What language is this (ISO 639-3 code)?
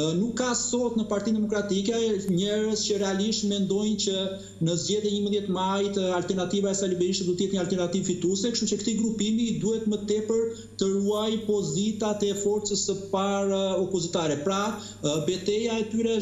sqi